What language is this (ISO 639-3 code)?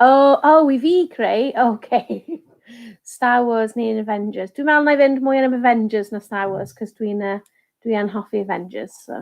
cym